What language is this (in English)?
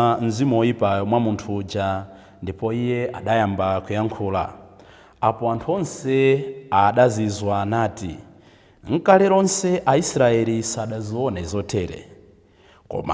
Nyanja